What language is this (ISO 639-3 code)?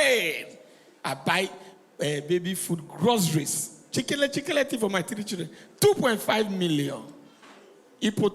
pcm